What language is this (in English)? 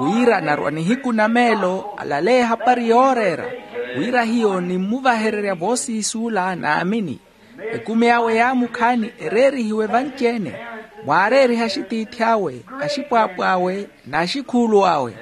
Makhuwa